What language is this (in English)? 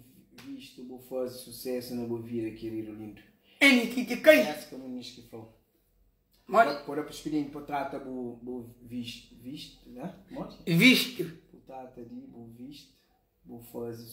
Kabuverdianu